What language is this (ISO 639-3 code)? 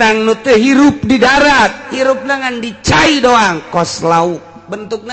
sun